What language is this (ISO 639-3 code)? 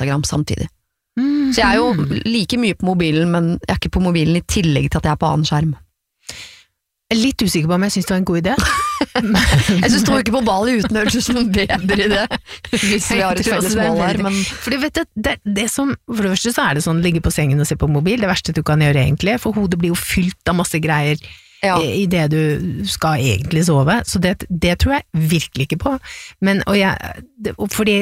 nor